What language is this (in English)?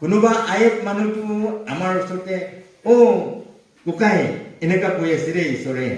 Naga Pidgin